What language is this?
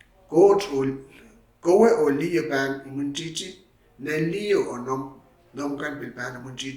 Pohnpeian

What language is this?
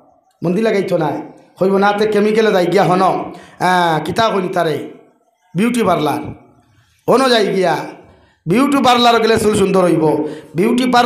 Sylheti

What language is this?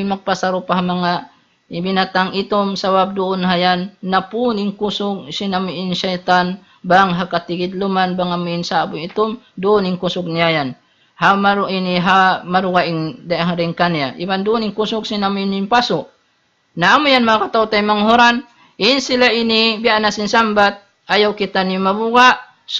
Tausug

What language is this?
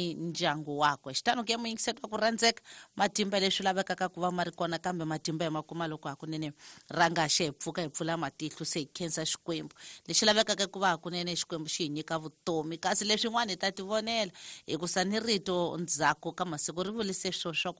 Tsonga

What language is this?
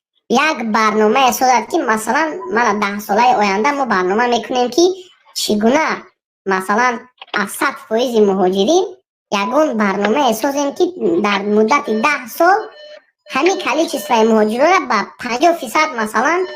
Tajik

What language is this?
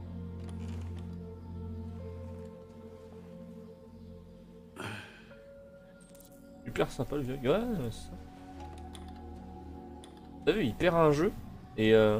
French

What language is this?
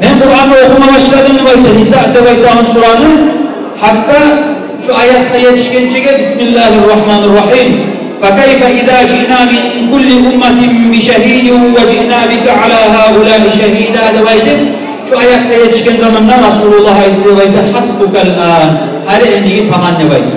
Kumyk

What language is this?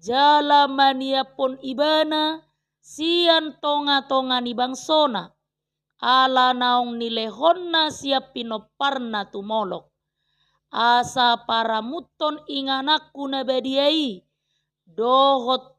Batak Toba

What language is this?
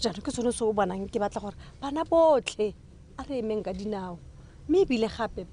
Tswana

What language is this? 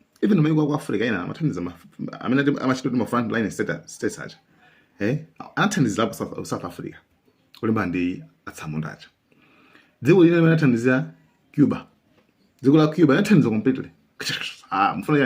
Nyanja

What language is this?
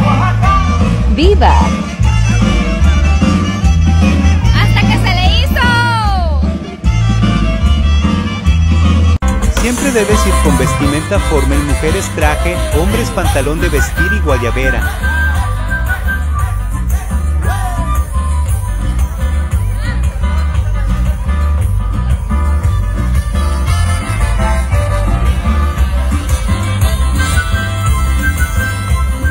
Spanish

